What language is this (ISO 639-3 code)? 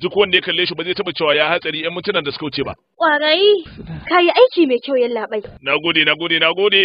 hau